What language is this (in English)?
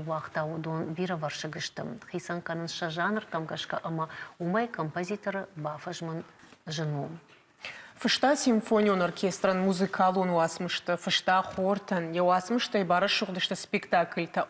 Ossetic